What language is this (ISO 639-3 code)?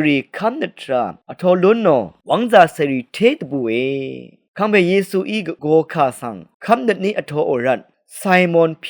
raw